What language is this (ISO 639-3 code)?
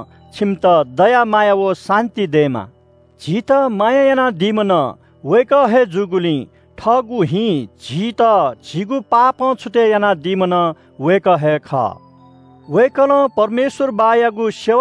new